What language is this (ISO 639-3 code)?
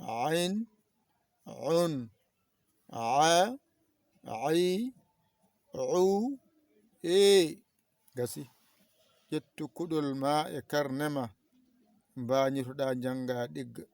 ful